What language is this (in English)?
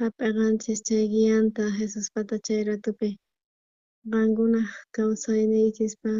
South Bolivian Quechua